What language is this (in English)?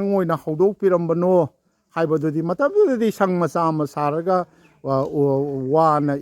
Manipuri